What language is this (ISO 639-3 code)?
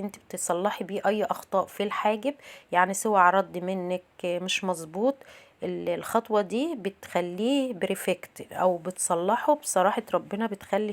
arz